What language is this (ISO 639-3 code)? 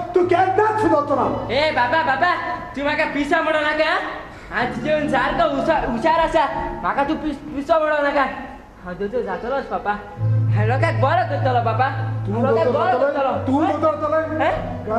kok